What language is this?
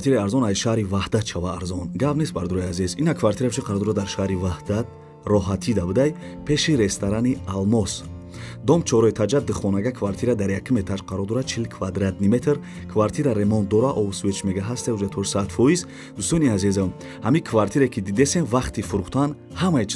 Tajik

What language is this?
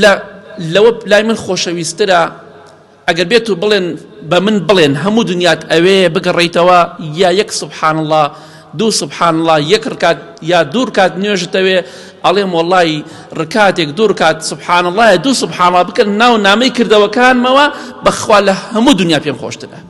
Central Kurdish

